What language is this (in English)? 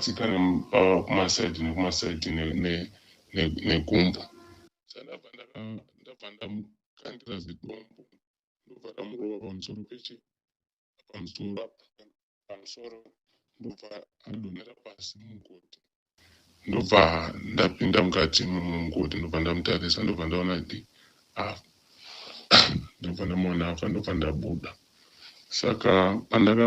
Shona